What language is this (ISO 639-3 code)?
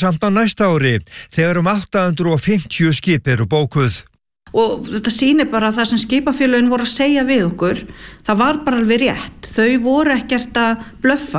isl